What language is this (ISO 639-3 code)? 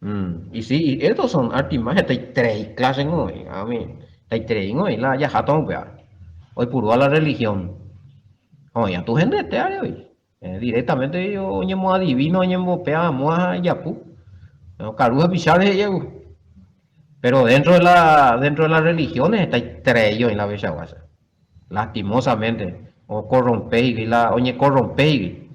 grn